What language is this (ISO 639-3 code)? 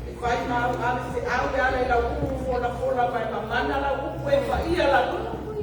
smo